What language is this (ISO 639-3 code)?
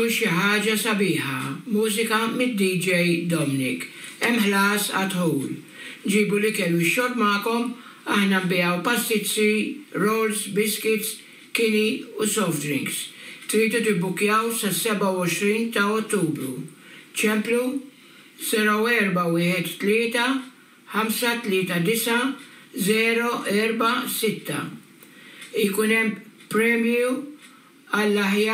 mlt